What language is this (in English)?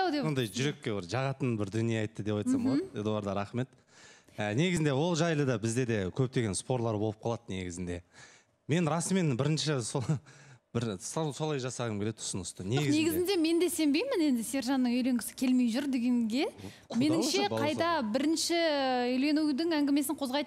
Kazakh